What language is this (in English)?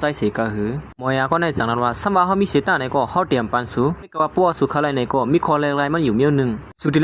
Shan